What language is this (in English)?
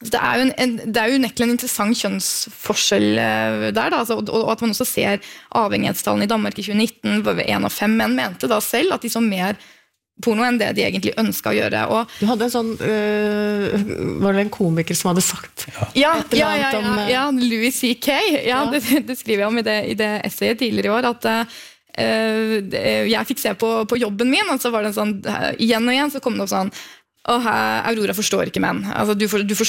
Norwegian